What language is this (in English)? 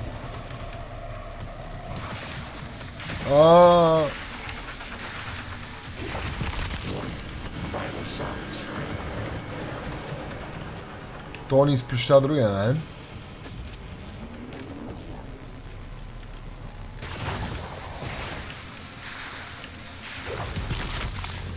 Bulgarian